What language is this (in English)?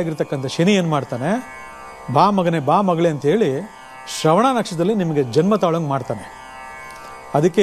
Kannada